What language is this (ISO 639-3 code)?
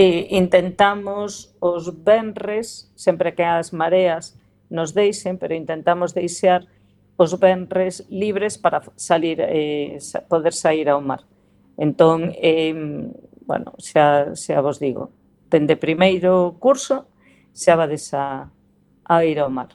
glg